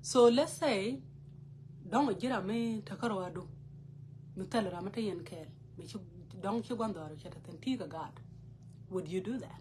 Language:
Nuer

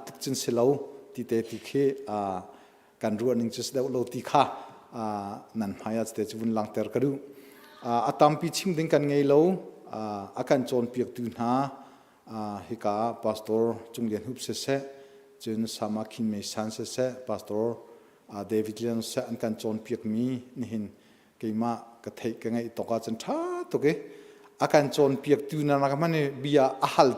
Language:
Hakha Chin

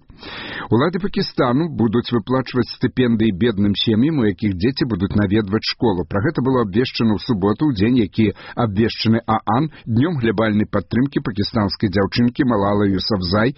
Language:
Belarusian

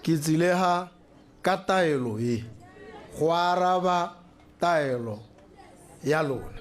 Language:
Tswana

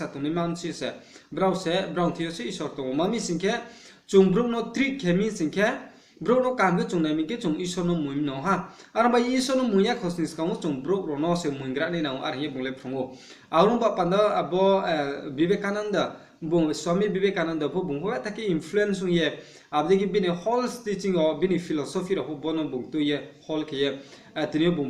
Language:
Riang (India)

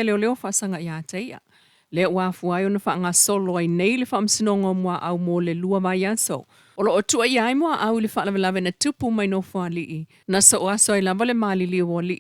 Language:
Samoan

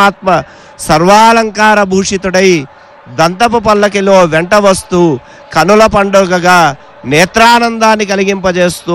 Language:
Telugu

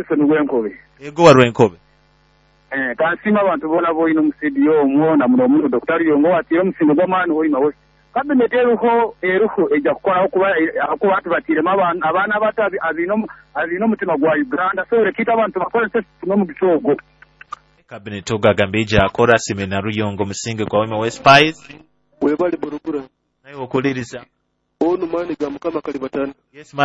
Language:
Nyoro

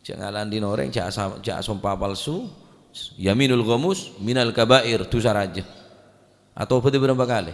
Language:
Madurese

